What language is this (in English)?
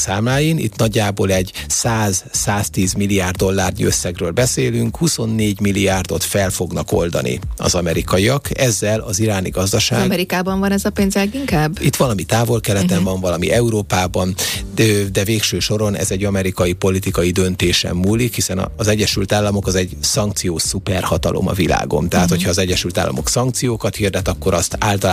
Hungarian